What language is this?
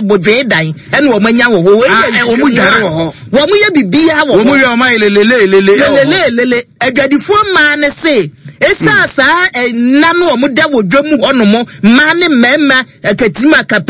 Akan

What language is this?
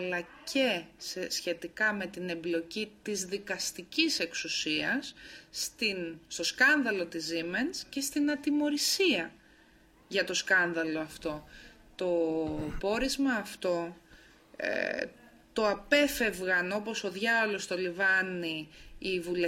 Greek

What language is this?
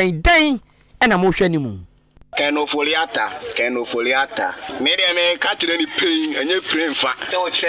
Akan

